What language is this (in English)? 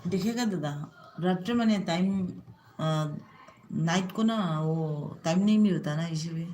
Manipuri